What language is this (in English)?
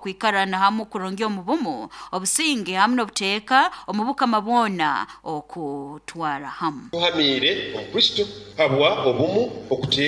Nyoro